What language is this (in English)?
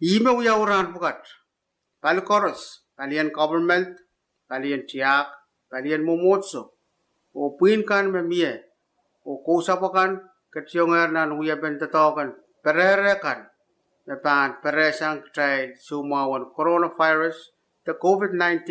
Pohnpeian